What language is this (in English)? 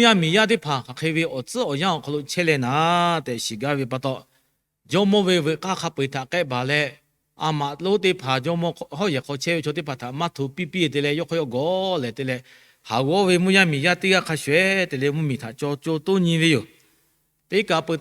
Lahu